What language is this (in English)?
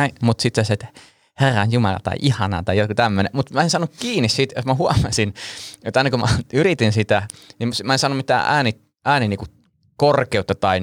Finnish